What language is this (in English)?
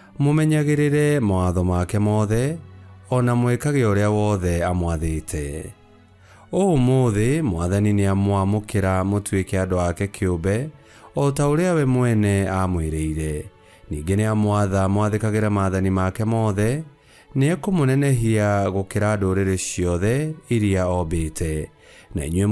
Kikuyu